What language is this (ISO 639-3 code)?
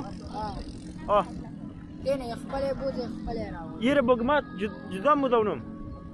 fas